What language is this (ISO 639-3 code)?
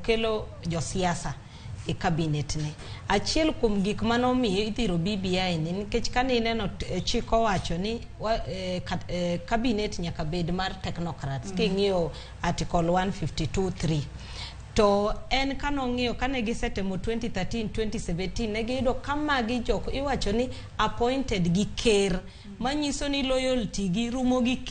luo